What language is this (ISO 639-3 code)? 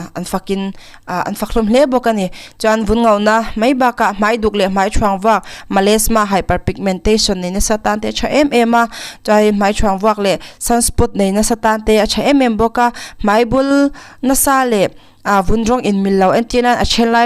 lus